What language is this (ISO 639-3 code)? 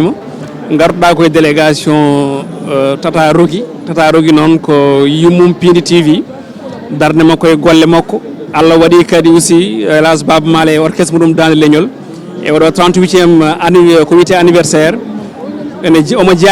ful